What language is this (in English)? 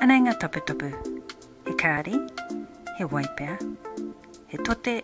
Māori